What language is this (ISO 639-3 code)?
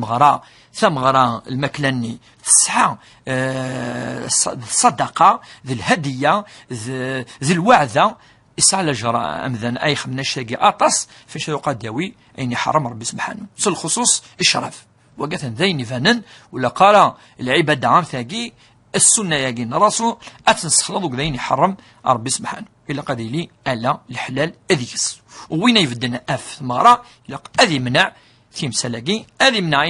kab